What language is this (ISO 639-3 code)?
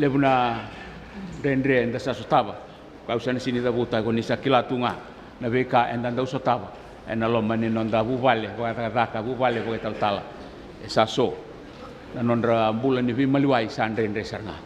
fij